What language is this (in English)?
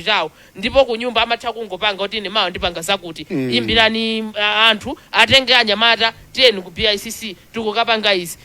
Nyanja